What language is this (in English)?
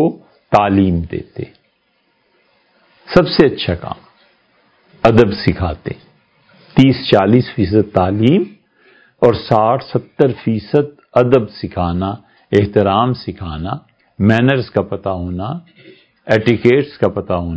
Urdu